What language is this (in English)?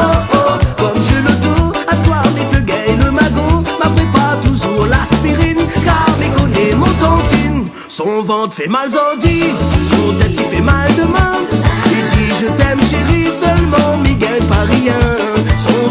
Réunion Creole French